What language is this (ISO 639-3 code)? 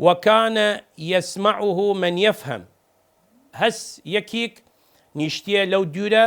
sdh